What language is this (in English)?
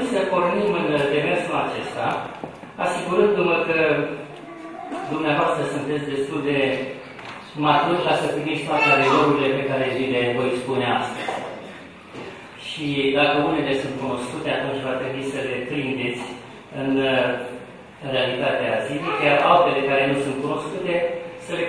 Romanian